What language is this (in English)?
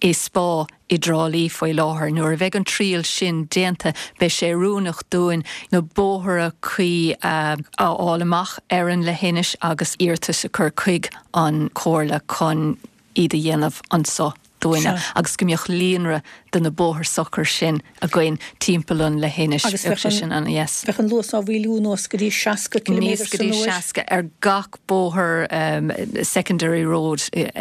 Irish